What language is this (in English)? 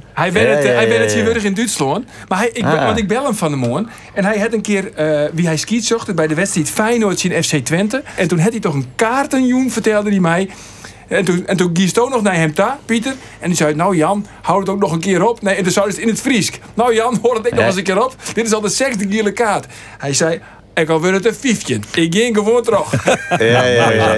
Western Frisian